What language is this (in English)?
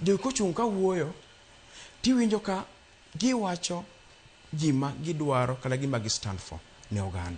Luo (Kenya and Tanzania)